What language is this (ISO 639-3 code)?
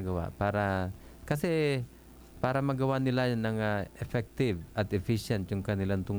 fil